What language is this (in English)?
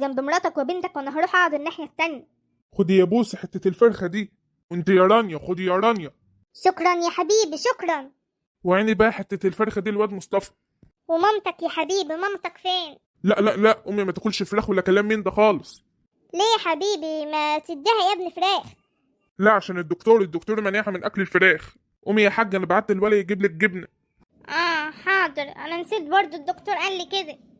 Egyptian Arabic